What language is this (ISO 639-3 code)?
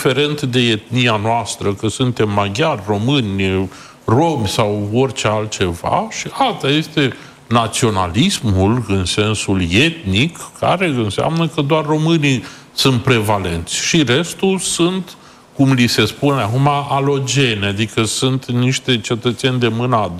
ron